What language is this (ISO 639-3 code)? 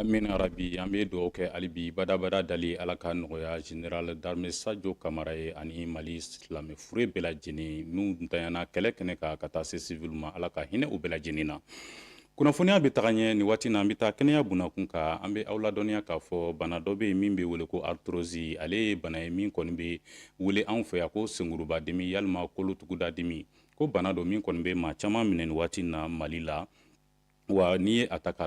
bam